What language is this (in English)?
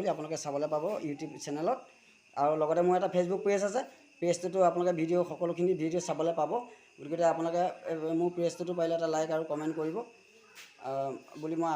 Assamese